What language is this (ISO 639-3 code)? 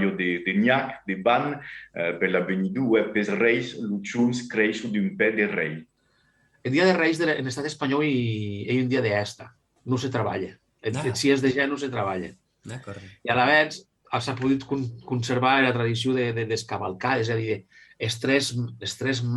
oci